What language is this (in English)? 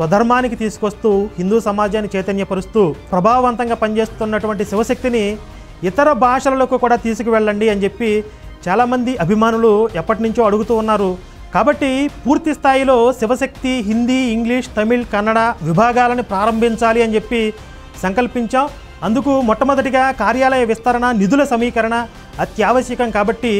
Telugu